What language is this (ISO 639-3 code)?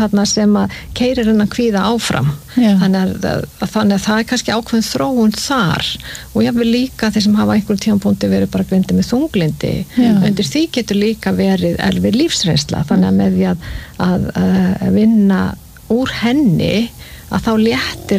isl